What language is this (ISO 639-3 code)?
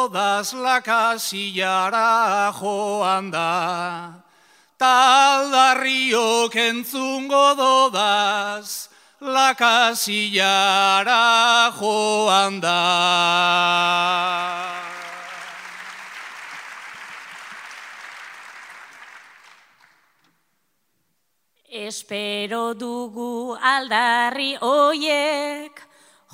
eus